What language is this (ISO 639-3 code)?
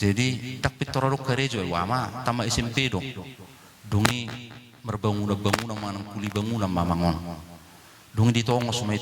bbc